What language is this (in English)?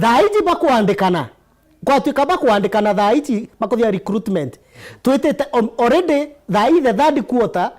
Meru